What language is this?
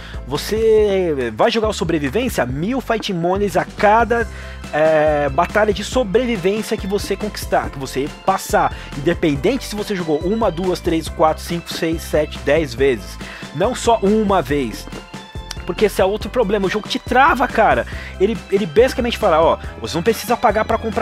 Portuguese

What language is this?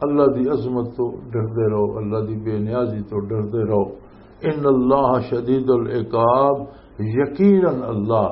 Western Panjabi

